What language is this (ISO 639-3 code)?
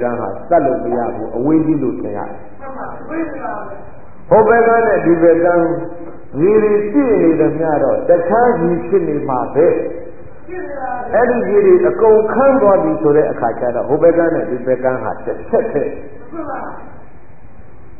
mya